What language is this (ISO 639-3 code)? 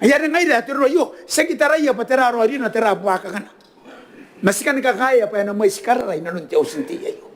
gil